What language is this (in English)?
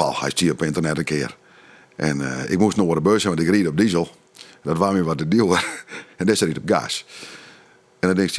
Western Frisian